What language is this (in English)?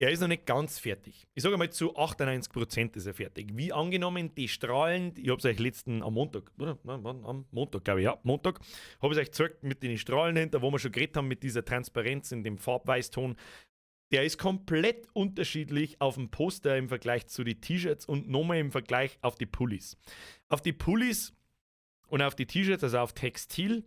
Bavarian